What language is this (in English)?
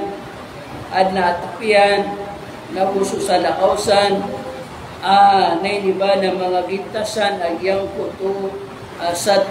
Maranao